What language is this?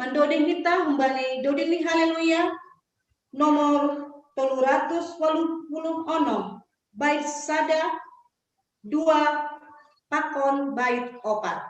Batak Simalungun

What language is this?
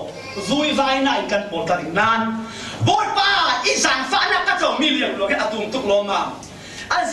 Falam Chin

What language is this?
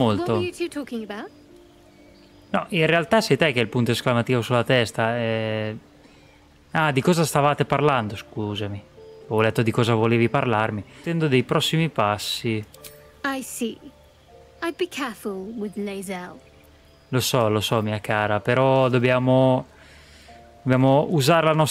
Italian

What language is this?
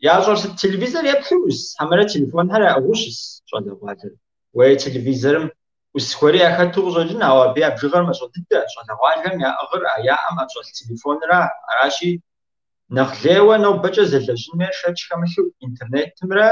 Kabardian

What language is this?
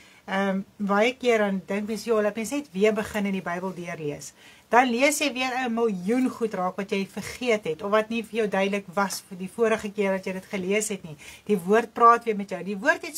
Afrikaans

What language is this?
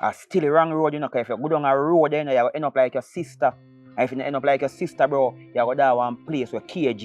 Jamaican Creole English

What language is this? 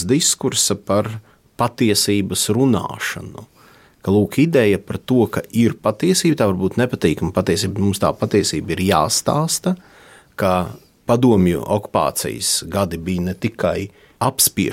Latvian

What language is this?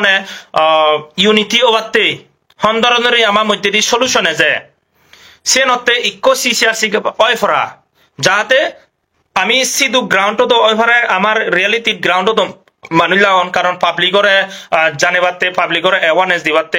Chakma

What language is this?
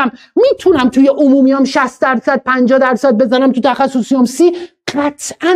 Persian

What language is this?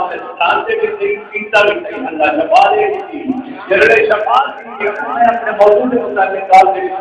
Saraiki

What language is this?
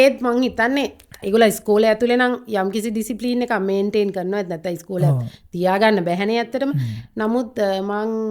Sinhala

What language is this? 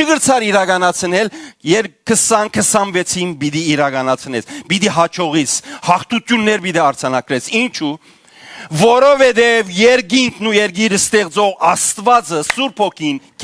Western Armenian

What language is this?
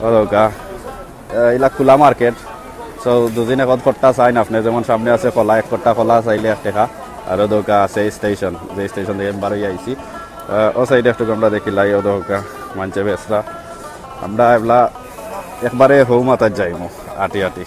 Sylheti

